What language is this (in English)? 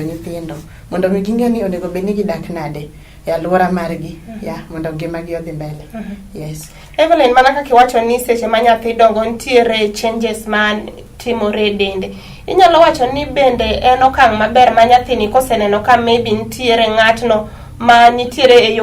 Luo (Kenya and Tanzania)